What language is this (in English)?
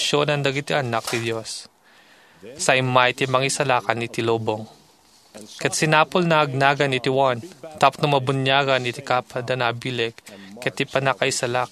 Iloko